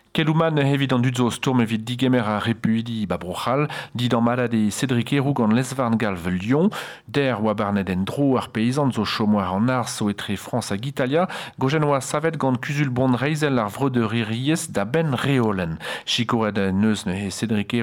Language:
Breton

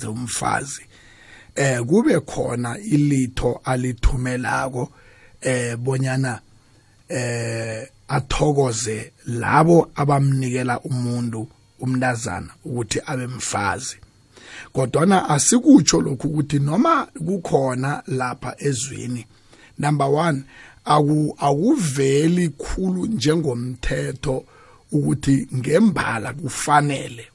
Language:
South Ndebele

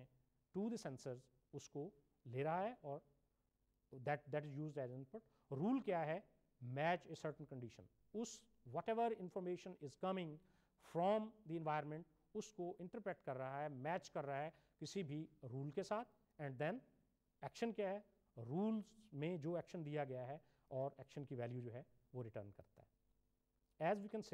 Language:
Urdu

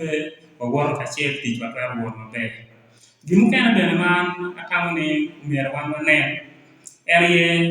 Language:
Acoli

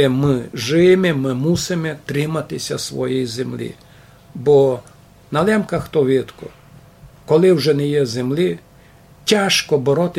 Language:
Rusyn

